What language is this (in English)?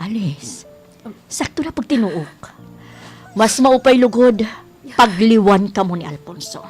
Waray